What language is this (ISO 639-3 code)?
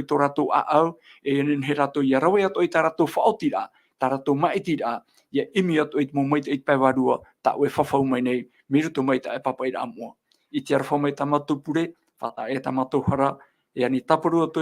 tah